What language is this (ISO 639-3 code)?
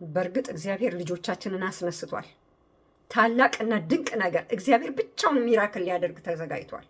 amh